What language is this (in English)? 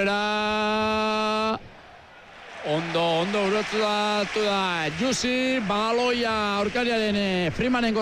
Basque